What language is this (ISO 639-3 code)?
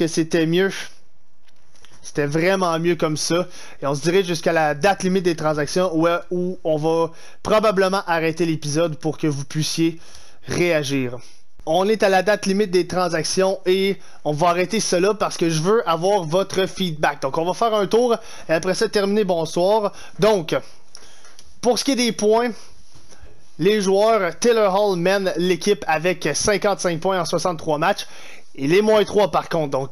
fra